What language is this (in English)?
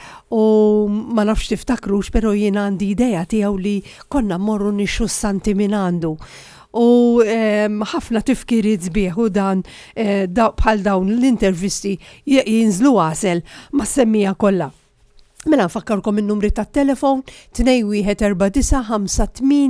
Maltese